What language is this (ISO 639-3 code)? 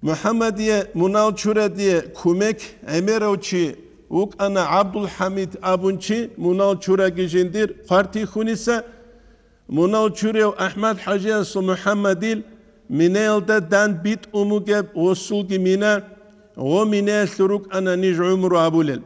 ava